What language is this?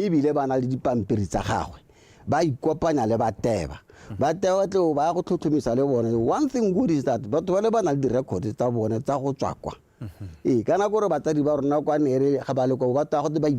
Tswana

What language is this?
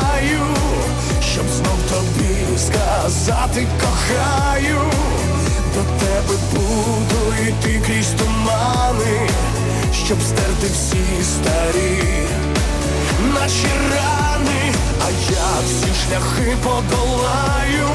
Ukrainian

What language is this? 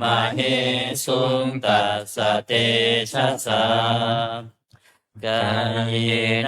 Pali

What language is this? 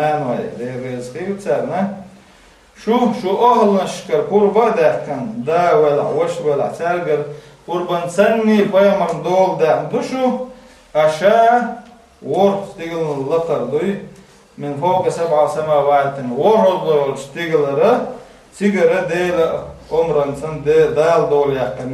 Chechen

